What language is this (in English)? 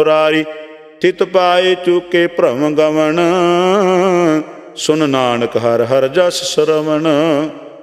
Punjabi